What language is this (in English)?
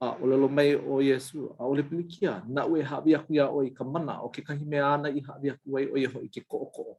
Hawaiian